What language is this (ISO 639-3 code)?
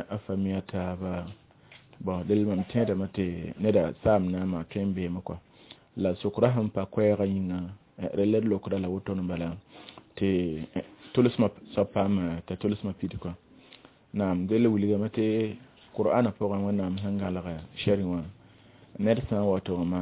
mos